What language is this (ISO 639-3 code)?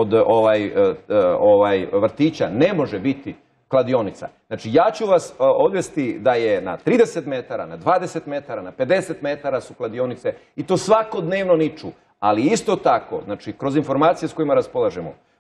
bos